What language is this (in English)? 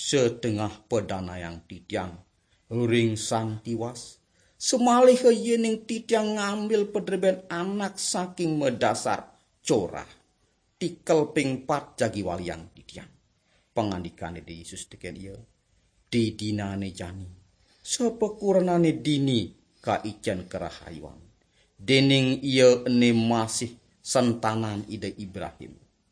Balinese